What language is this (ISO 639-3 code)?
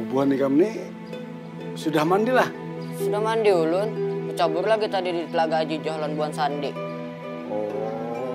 bjn